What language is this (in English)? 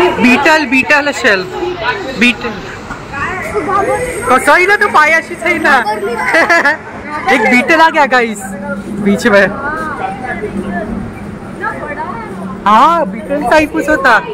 Marathi